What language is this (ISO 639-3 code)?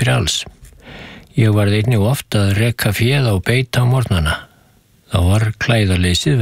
isl